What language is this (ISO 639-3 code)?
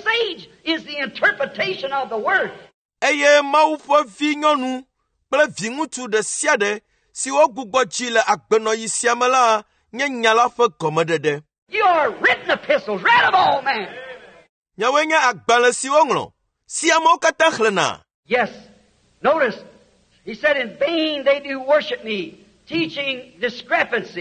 ewe